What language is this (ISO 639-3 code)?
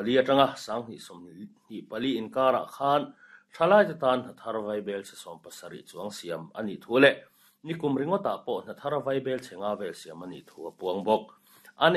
lus